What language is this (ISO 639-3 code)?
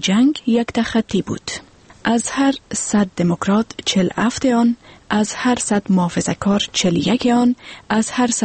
fas